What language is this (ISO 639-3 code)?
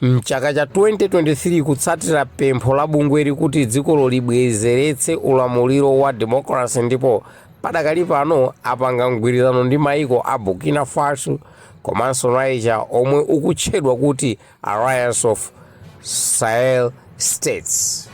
nya